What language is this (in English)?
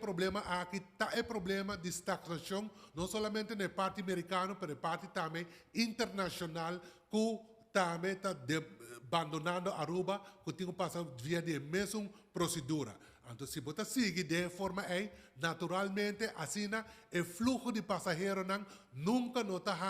Papiamento